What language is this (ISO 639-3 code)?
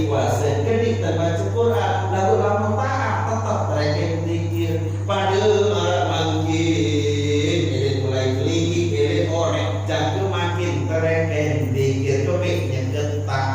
sas